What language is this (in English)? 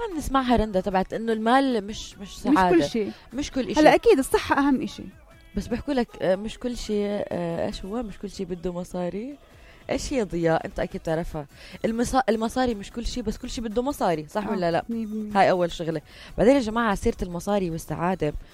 North Levantine Arabic